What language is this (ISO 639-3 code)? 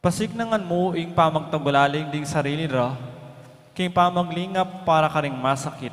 pam